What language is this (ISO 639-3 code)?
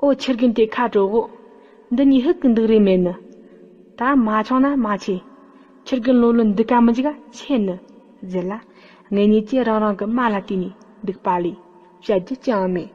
bod